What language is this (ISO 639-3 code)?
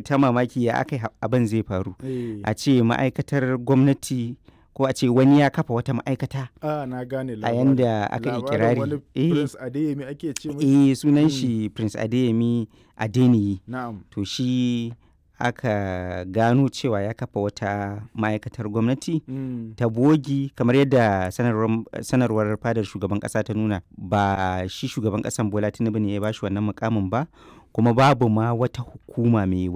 hau